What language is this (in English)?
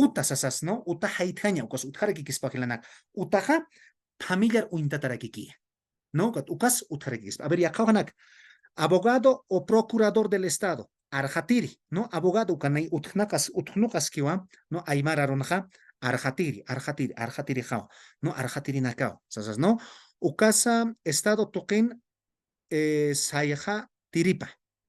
Aymara